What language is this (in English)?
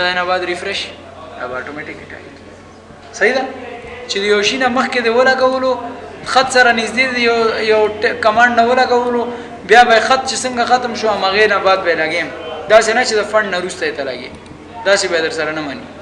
Pashto